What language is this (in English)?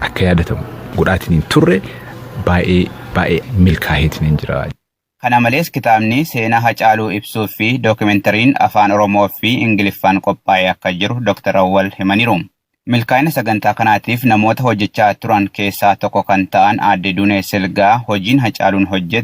Oromo